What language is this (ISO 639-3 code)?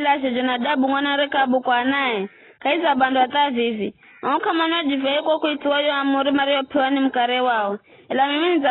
nyf